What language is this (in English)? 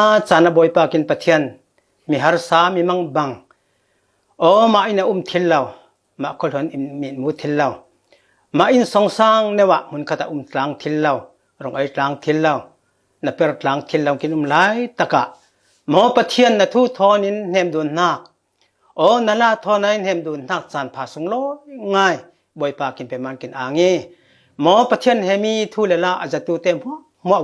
Falam Chin